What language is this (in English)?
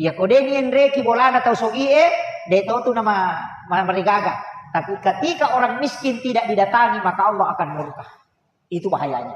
Buginese